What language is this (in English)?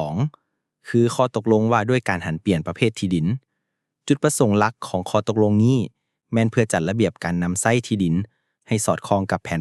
Lao